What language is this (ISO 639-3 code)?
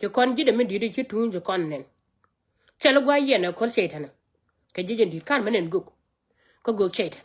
nus